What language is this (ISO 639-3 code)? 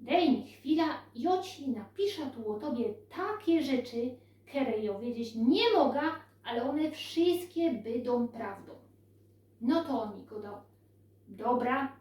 szl